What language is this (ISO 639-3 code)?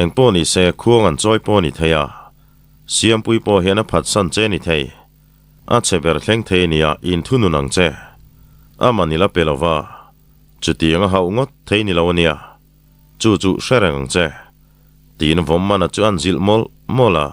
lus